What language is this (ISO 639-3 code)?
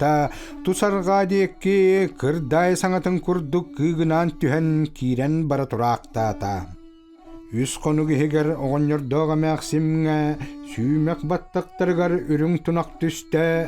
sah